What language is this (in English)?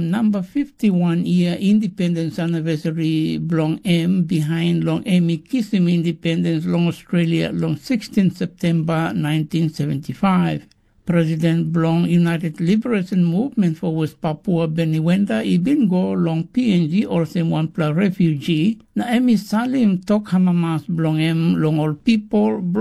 Tok Pisin